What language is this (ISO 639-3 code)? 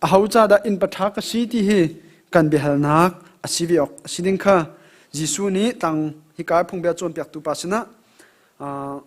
cnh